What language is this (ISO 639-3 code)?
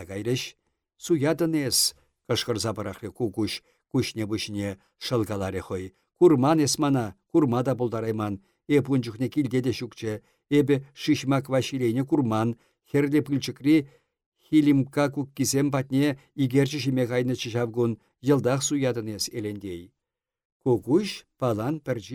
chv